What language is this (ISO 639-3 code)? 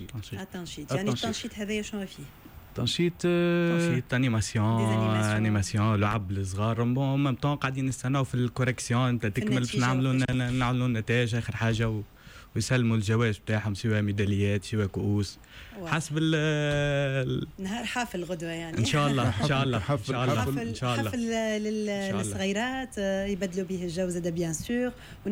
aeb